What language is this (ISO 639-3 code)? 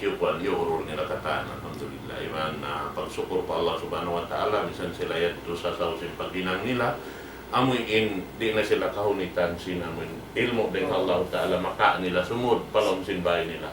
tsg